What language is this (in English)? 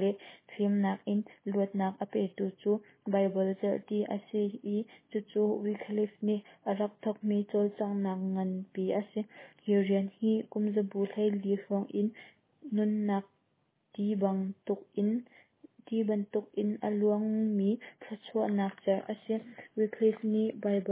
Hakha Chin